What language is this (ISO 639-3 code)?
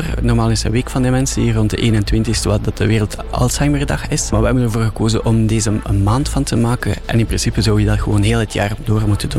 nld